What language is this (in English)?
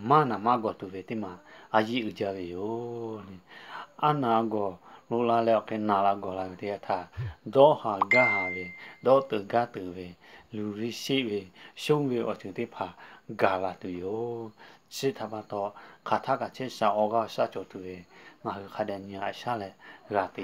Lahu